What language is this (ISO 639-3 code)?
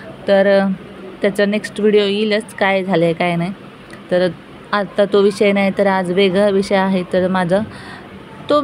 mar